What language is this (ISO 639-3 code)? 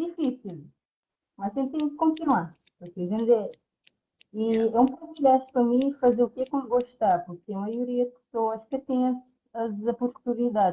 kea